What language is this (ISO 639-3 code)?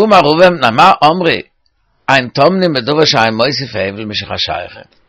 yid